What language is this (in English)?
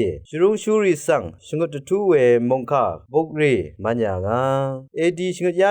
Rawang